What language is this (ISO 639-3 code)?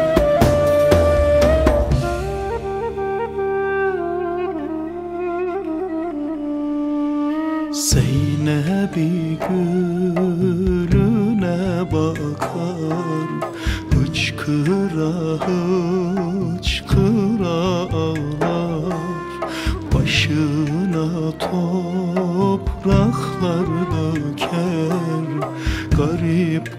tur